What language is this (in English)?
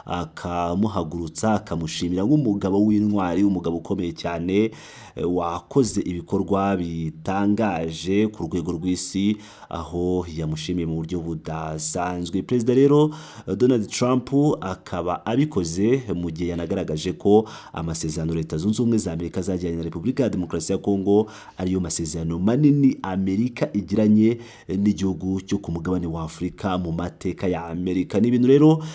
Kinyarwanda